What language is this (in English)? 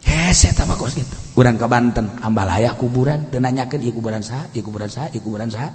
Sundanese